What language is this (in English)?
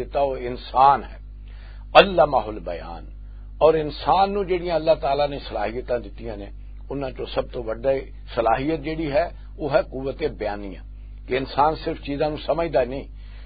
Western Panjabi